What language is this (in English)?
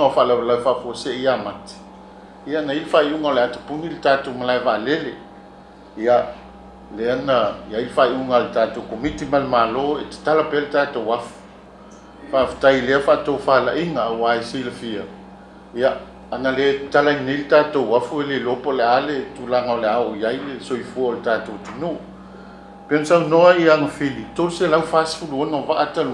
Samoan